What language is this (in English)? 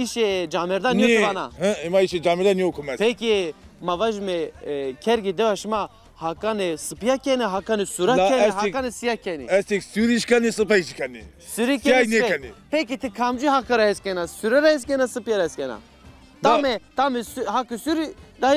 Zaza